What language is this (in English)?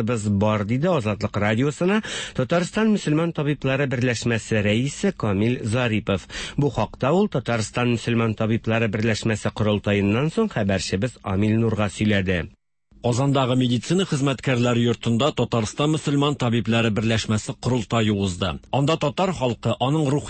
Tatar